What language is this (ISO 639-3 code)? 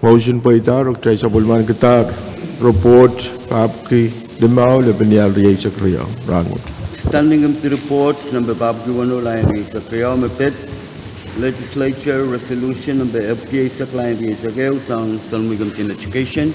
pon